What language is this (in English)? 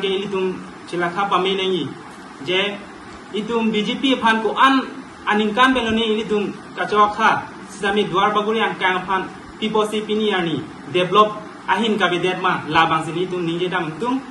Karbi